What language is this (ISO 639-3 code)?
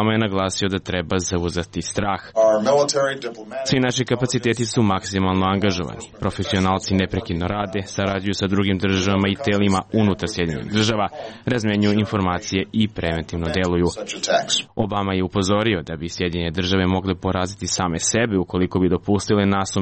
srp